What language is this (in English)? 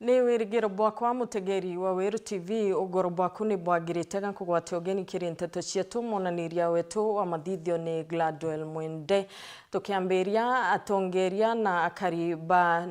Meru